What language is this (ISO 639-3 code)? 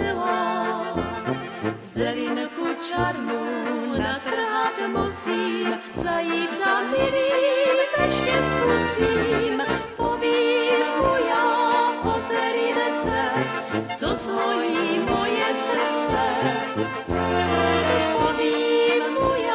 ces